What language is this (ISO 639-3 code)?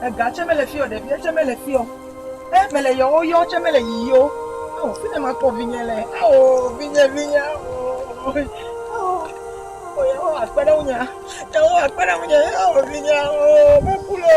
ewe